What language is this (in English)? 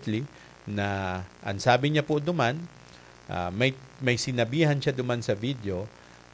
Bikol